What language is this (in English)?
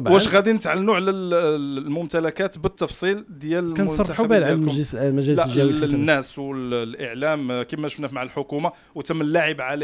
Moroccan Arabic